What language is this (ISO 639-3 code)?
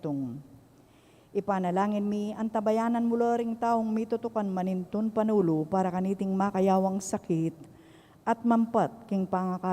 pam